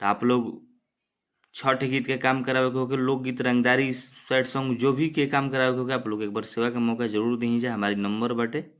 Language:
Bhojpuri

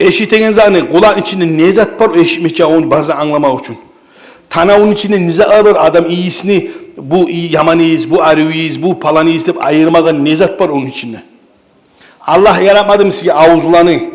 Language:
Kumyk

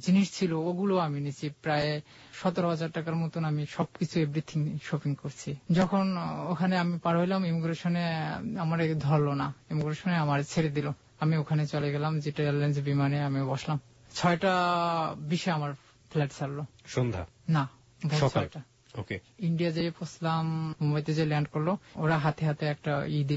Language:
Bangla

